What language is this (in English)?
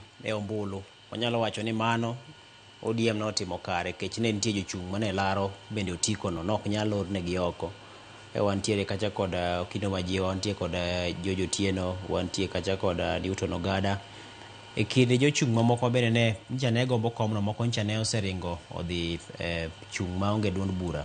Luo (Kenya and Tanzania)